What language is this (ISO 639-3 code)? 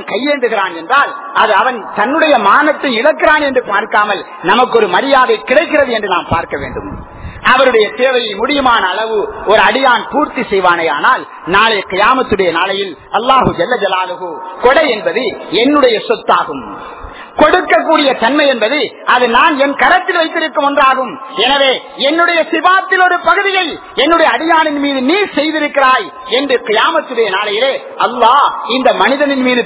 tam